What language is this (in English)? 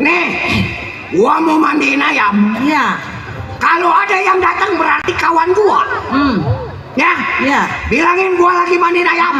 Betawi